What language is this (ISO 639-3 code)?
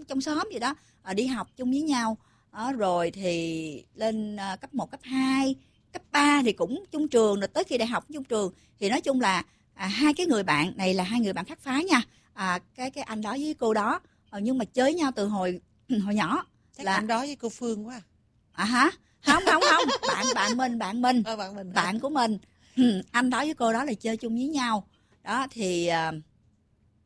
vie